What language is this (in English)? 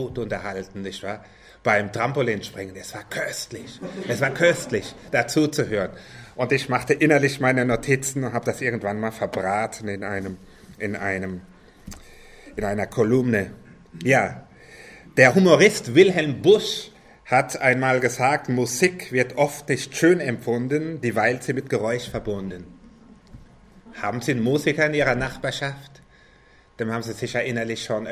German